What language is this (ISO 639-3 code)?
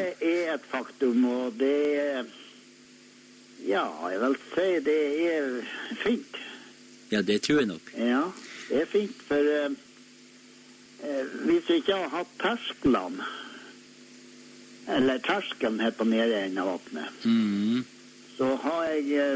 nor